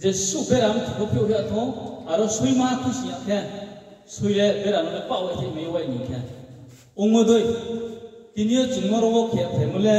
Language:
Riang (India)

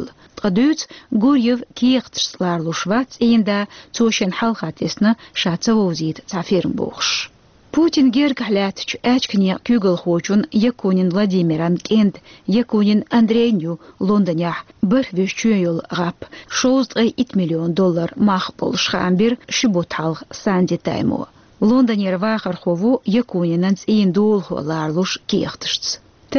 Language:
Chechen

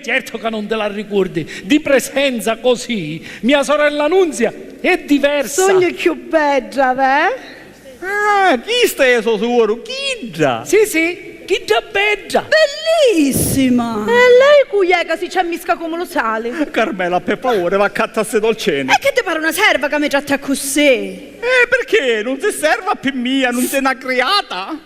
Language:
Sicilian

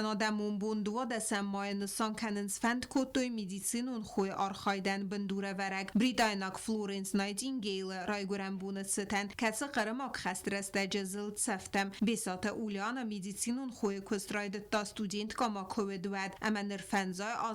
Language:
Ossetic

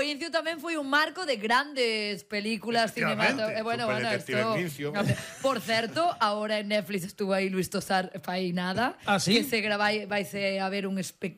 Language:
Galician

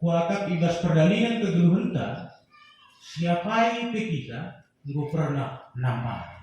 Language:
Batak Karo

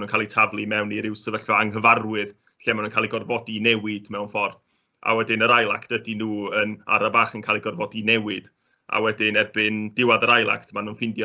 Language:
Welsh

